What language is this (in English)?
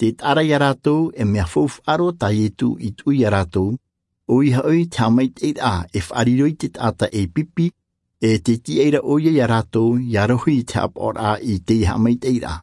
Tahitian